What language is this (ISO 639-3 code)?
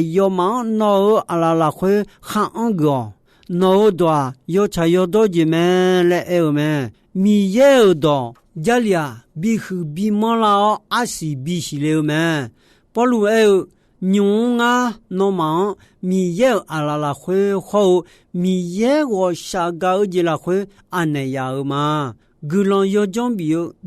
ahk